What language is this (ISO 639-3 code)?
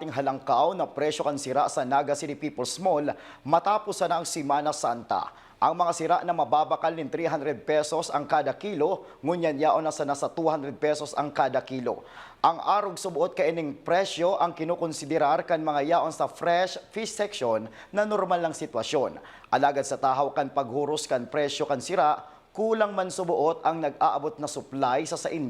bik